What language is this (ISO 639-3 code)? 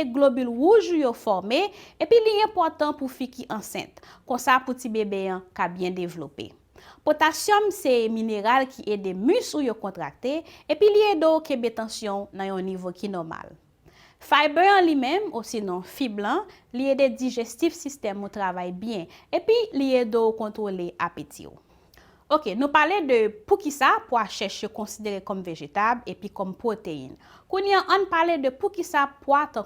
hat